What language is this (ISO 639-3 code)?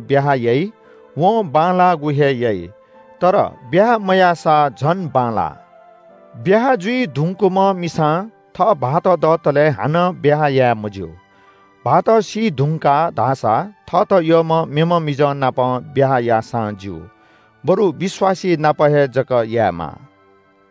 new